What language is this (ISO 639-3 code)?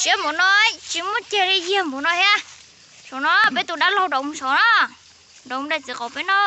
hmn